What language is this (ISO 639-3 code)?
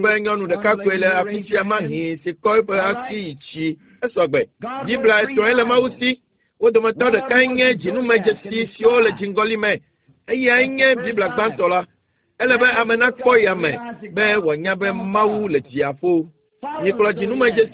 ewe